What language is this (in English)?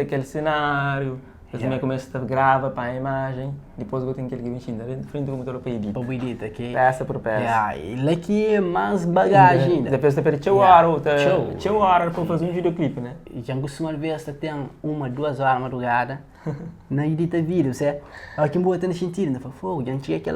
Kabuverdianu